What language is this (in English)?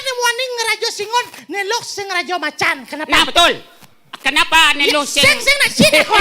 Balinese